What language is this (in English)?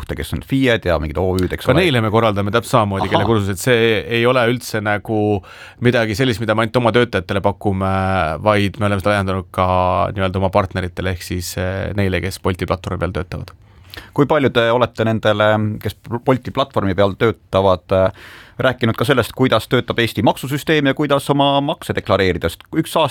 Estonian